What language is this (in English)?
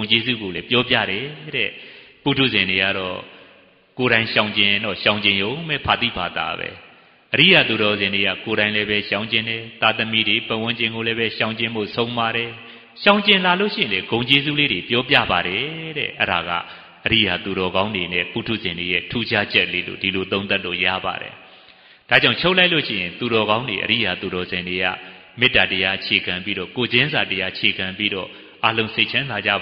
Burmese